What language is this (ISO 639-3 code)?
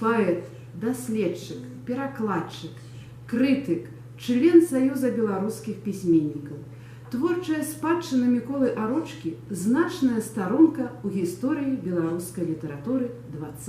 bel